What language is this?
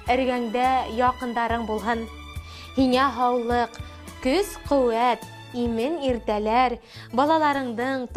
Bashkir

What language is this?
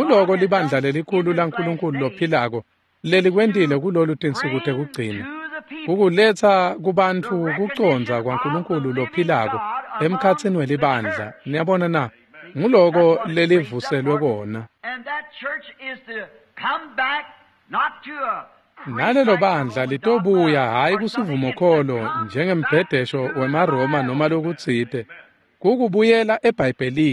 Swati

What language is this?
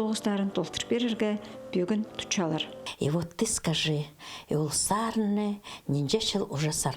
Khakas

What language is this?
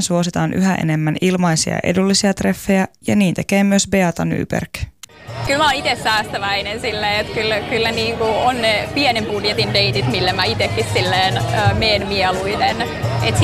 Finnish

